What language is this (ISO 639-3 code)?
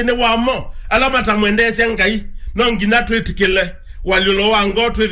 kam